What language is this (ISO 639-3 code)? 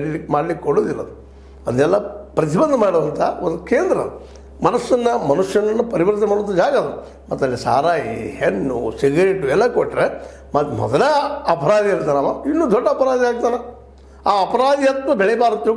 kan